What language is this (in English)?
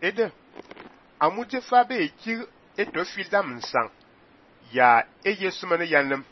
Fang